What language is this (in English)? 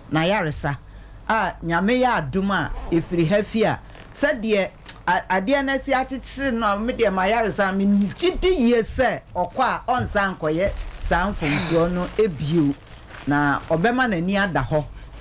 Akan